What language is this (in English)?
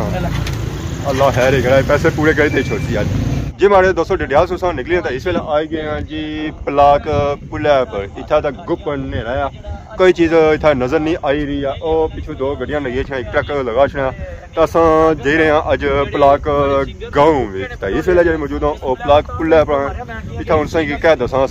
Pahari-Potwari